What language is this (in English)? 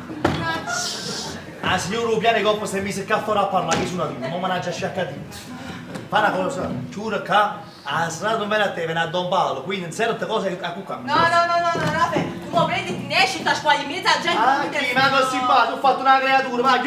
Neapolitan